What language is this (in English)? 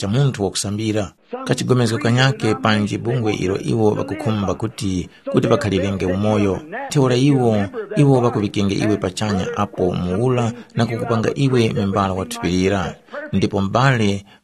Tumbuka